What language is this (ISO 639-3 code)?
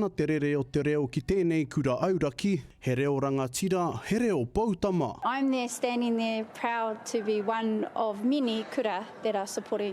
mri